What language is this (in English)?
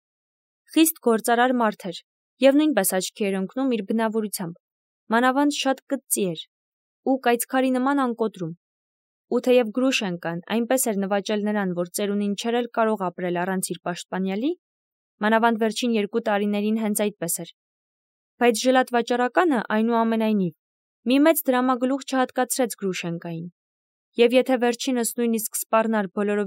Armenian